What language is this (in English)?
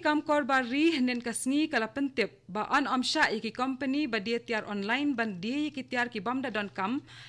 Khasi